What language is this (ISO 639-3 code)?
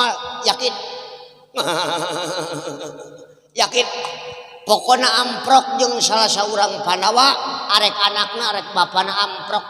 sun